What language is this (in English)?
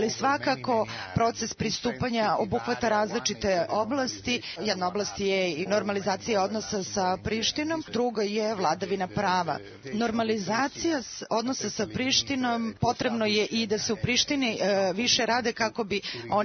Serbian